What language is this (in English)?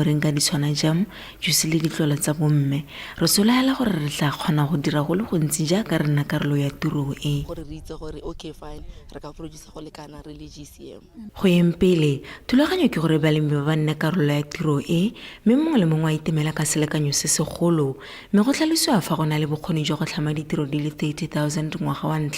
Tswana